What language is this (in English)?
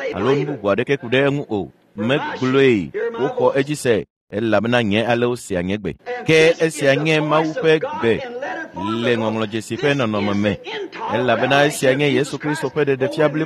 Ewe